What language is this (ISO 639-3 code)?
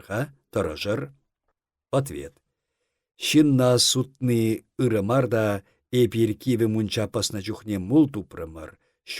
chv